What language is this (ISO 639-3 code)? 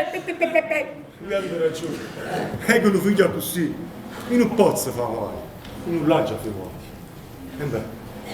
nap